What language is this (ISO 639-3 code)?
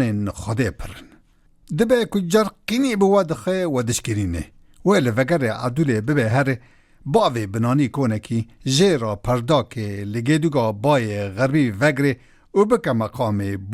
kur